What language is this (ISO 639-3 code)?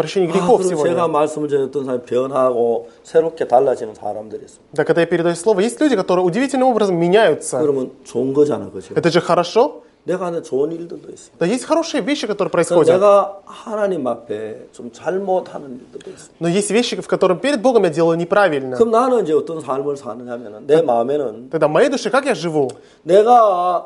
kor